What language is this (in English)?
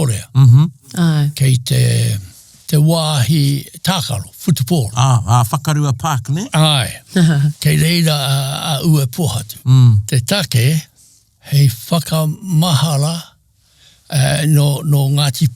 Māori